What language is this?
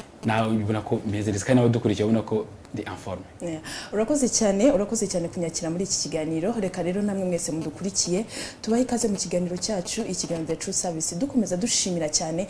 Kinyarwanda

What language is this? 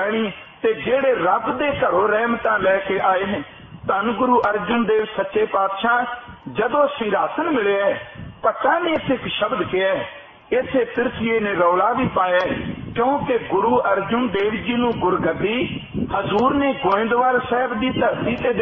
Punjabi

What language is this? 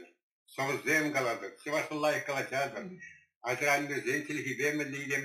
Chuvash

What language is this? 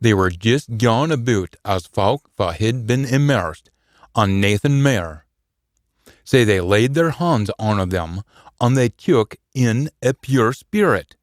Scots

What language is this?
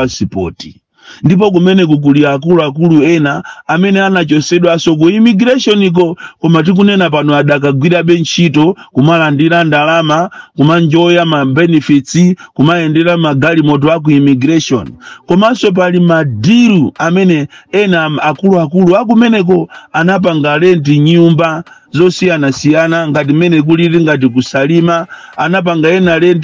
Nyanja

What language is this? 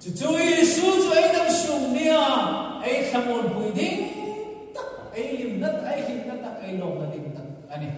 Hmar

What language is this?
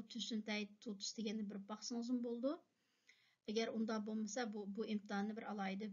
Uyghur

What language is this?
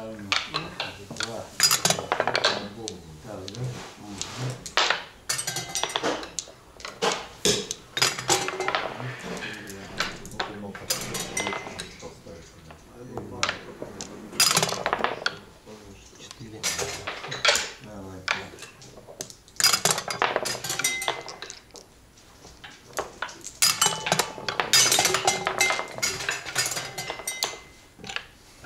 Russian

